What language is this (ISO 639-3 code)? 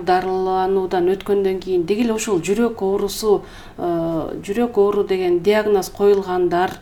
kir